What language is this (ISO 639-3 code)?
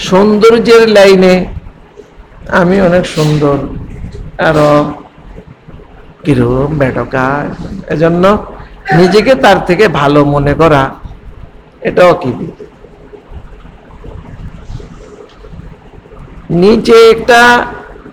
ben